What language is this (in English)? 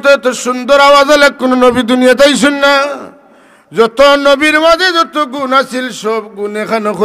Sylheti